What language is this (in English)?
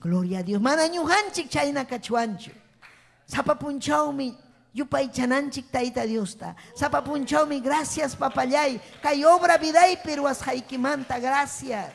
Ayacucho Quechua